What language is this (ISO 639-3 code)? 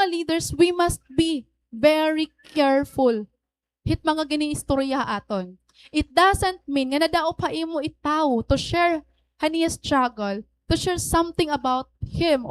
war